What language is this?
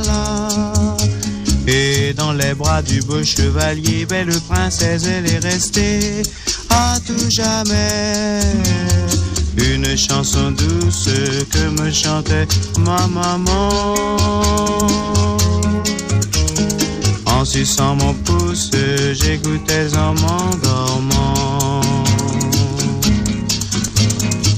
French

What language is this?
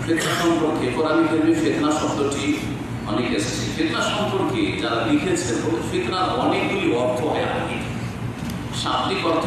Bangla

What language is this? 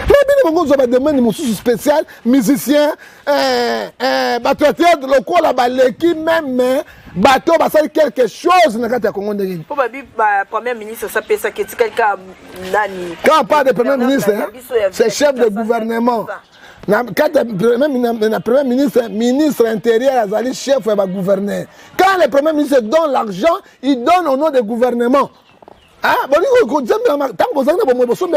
Lingala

